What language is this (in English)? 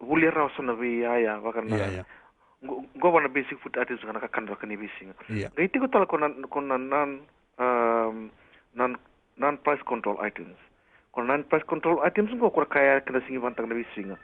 Fijian